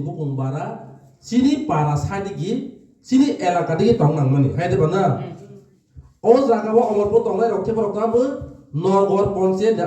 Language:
Riang (India)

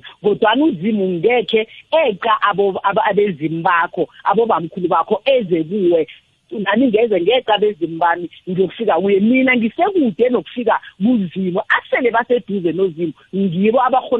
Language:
South Ndebele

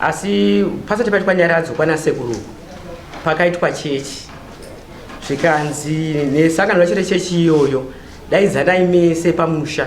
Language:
Shona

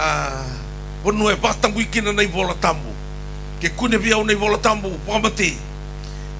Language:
Fijian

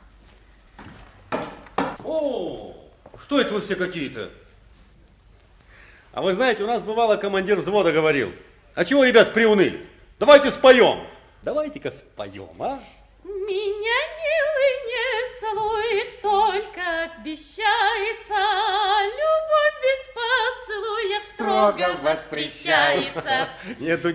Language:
Russian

